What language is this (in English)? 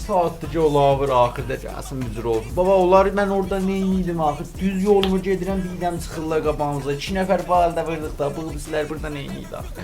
South Azerbaijani